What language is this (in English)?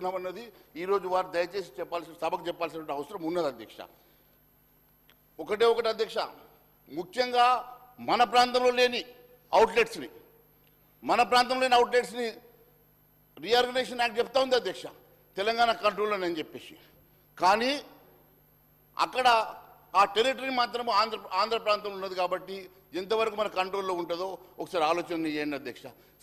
Telugu